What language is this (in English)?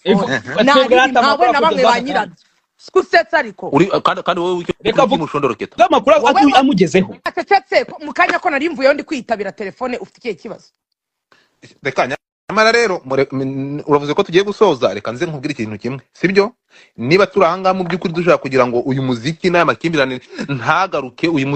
Kinyarwanda